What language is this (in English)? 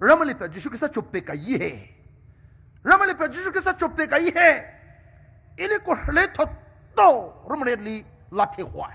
Poumei Naga